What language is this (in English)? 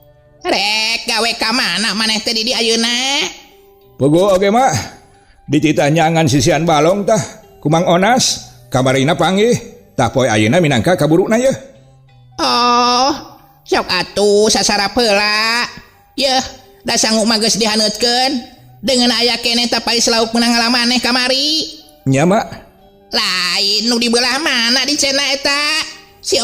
Sundanese